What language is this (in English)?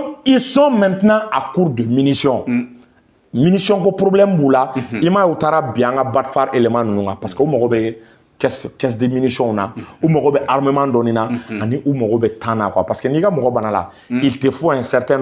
Bambara